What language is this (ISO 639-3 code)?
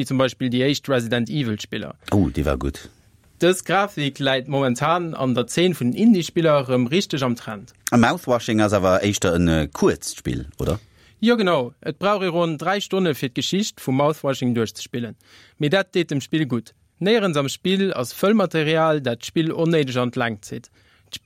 ltz